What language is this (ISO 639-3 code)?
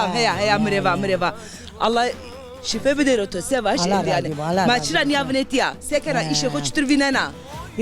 zza